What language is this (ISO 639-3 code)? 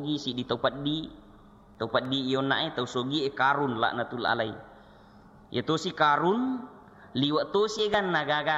bug